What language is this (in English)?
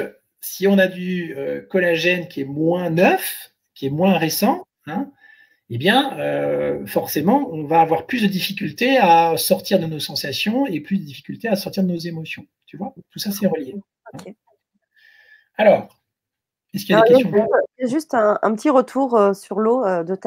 French